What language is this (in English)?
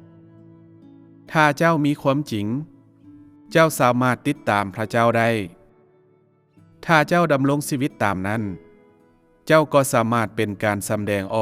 Lao